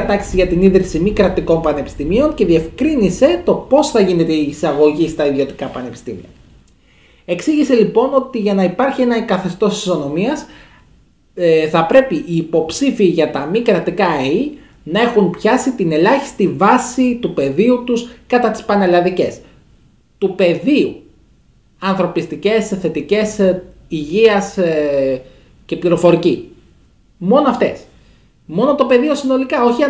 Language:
Greek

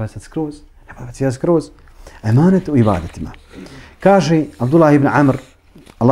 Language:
Bosnian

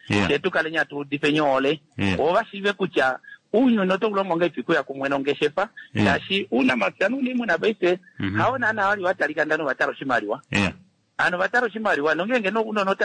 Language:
Kuanyama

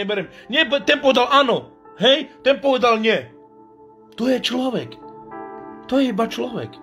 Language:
Slovak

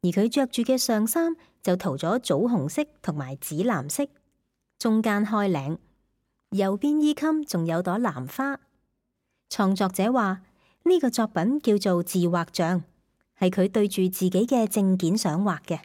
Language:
Cantonese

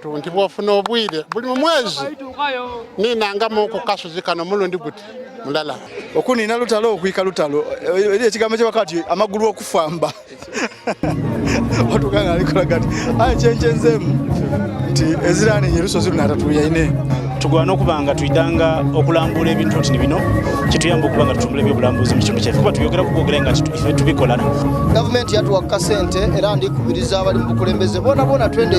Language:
Soga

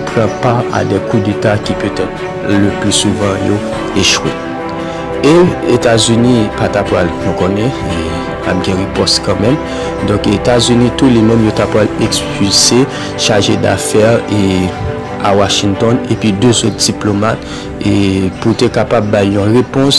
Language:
Haitian Creole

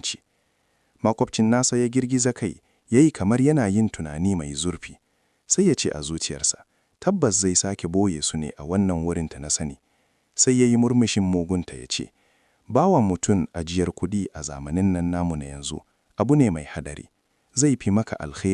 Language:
Hausa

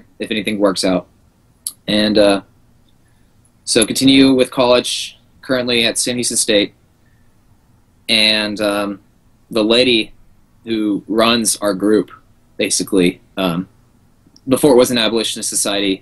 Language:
English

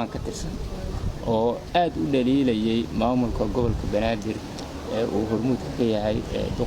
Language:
Somali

